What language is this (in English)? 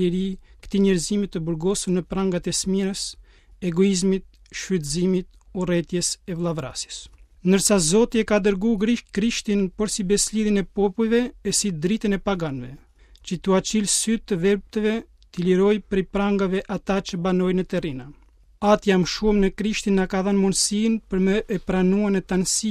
Albanian